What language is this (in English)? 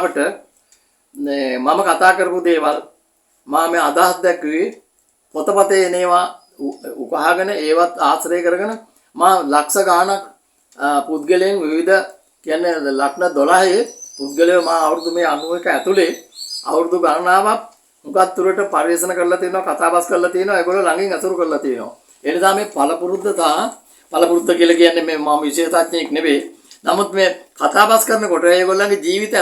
Sinhala